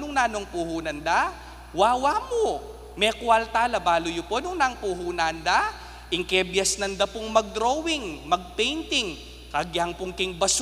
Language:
Pampanga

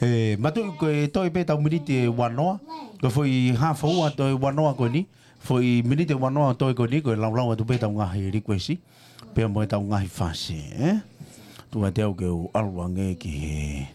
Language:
Tongan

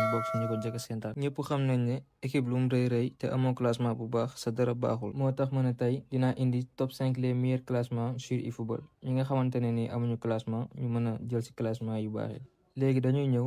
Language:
Wolof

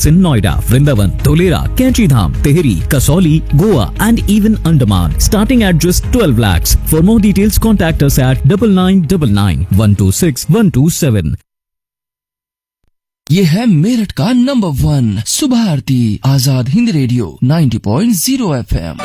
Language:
Hindi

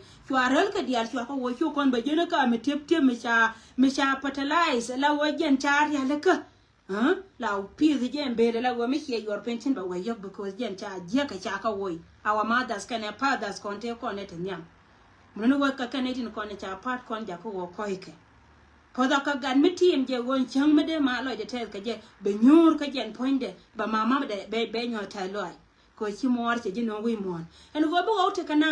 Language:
Nuer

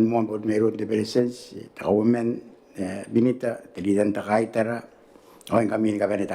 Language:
Gilbertese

